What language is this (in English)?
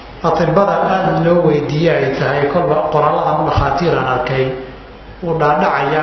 Somali